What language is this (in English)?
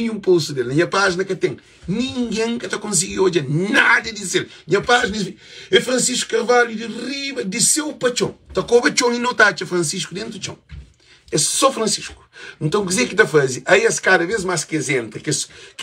Kabuverdianu